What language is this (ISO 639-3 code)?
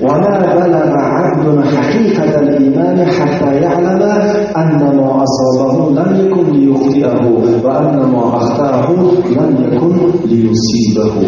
tgk